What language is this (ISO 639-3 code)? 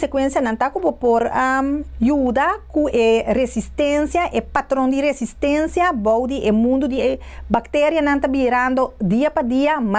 pap